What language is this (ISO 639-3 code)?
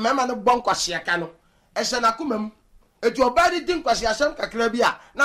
aka